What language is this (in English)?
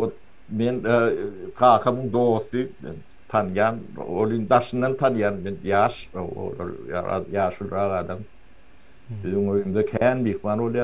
Turkmen